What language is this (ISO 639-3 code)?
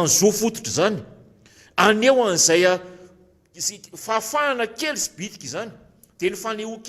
mlg